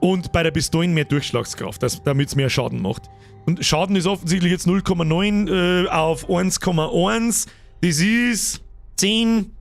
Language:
Bavarian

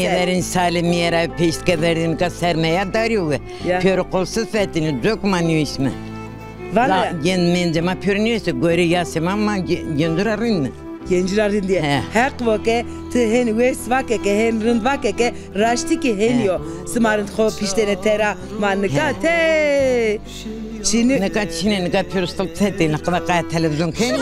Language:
Zaza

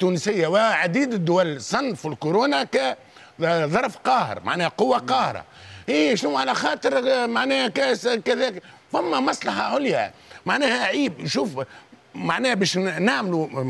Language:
Tunisian Arabic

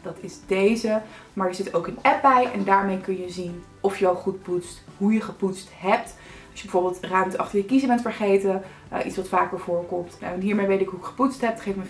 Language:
Dutch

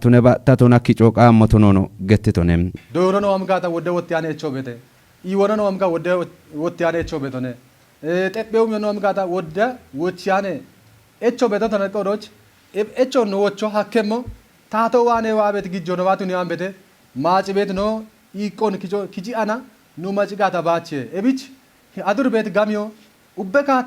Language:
Kafa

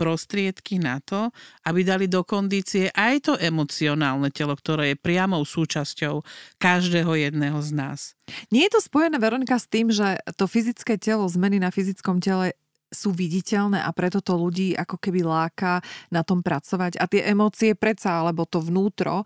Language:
Slovak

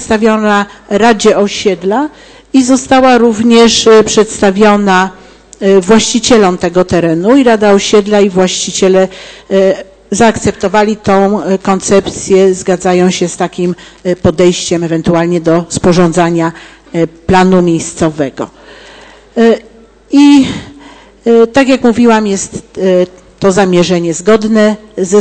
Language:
Polish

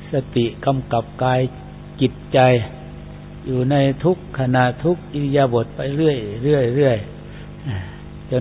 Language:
Thai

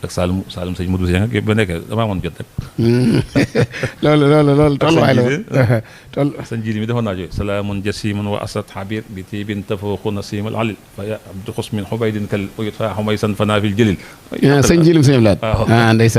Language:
Wolof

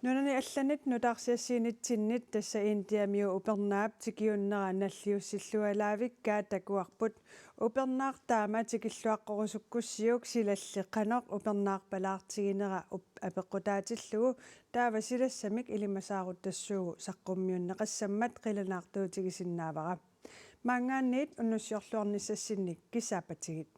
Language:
Kalaallisut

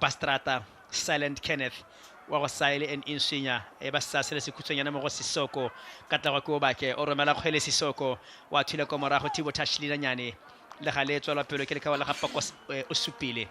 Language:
Tswana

